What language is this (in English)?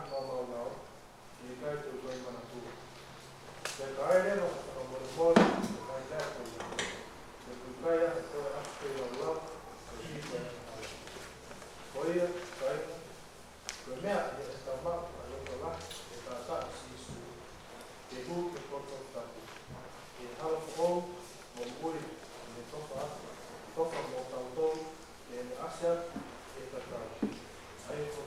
Tongan